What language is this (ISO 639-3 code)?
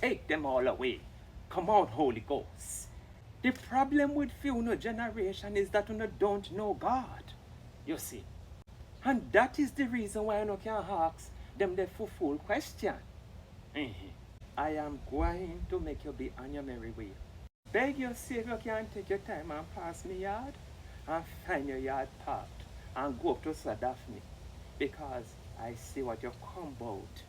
jam